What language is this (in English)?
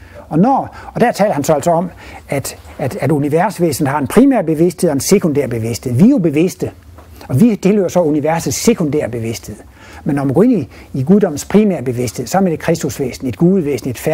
Danish